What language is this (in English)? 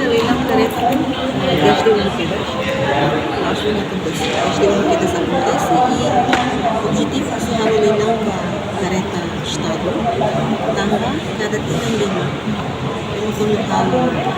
Tetum